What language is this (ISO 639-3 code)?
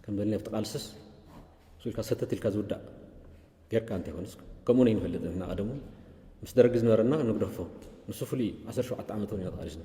tir